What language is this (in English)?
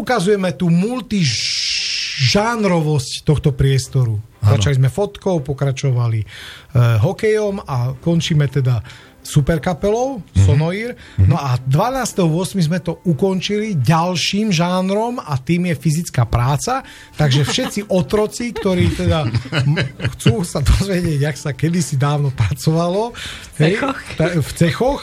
Slovak